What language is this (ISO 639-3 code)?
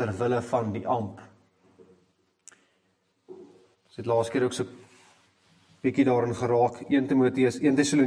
afr